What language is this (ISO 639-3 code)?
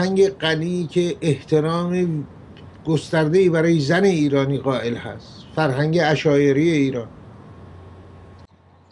fas